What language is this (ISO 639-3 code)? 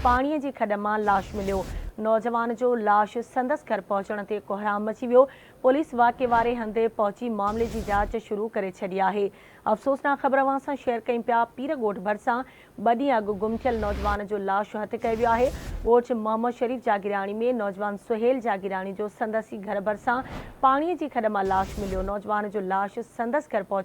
snd